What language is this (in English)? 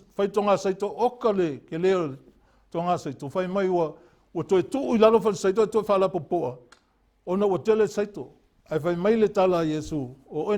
Samoan